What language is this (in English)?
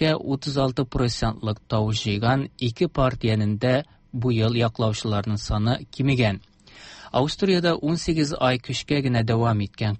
Tatar